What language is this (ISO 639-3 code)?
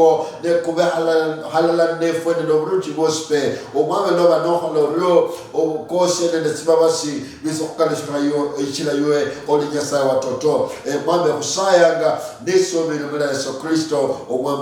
luy